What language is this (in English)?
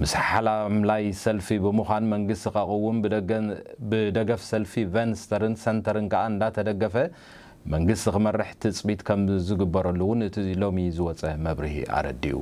Tigrinya